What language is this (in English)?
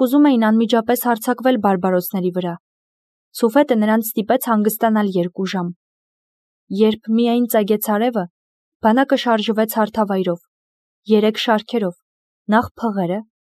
Armenian